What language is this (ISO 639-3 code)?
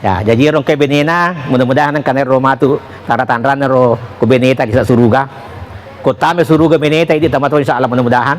bug